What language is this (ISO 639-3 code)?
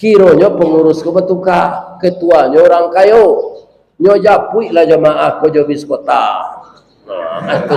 min